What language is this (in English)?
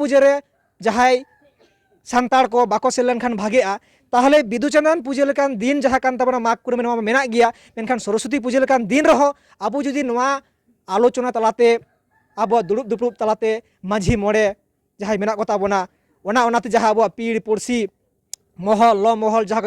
Santali